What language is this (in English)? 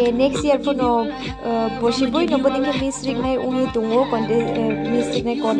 Riang (India)